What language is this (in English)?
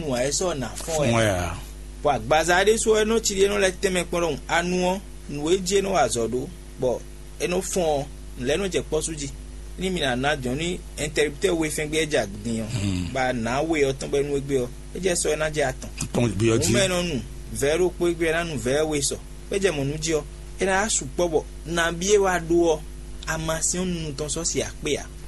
Fon